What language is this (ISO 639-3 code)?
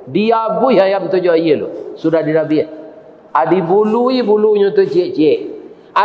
min